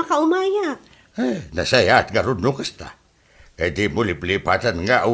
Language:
Iloko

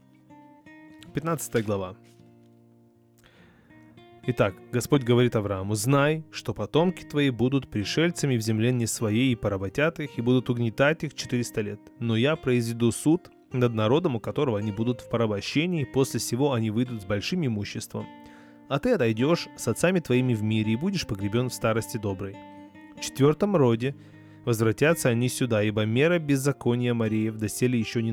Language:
Russian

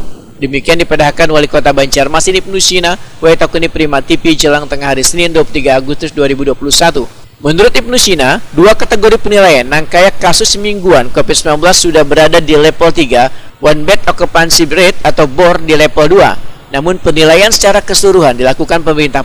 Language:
Banjar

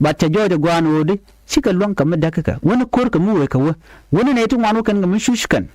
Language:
Nuer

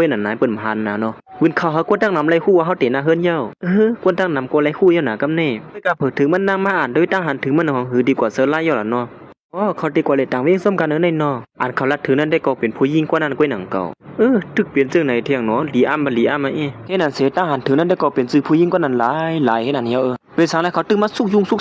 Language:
Shan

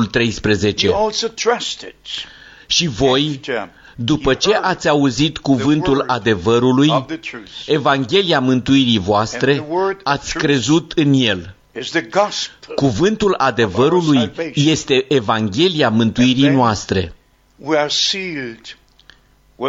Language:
Romanian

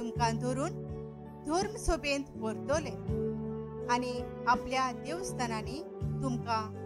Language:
Konkani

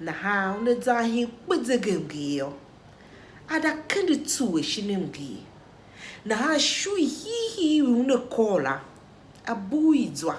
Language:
Tiv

